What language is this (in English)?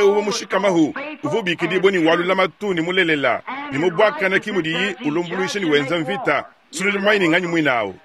Luba-Lulua